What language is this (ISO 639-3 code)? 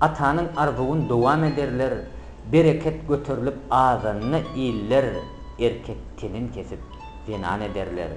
tuk